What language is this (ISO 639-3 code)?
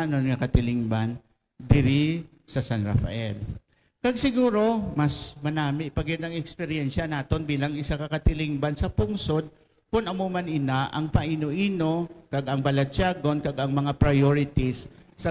hil